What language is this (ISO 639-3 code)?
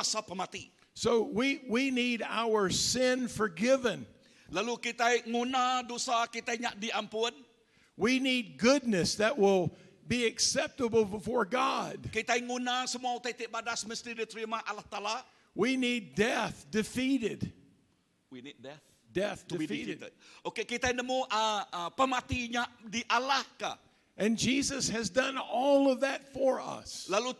iba